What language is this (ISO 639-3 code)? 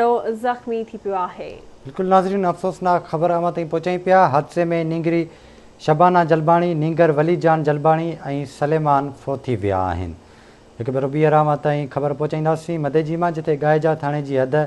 snd